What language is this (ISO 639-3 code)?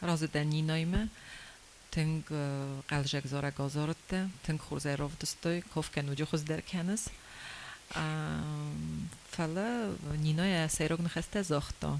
oss